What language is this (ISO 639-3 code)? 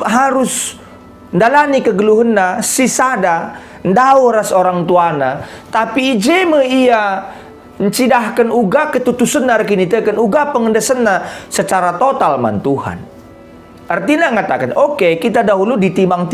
btx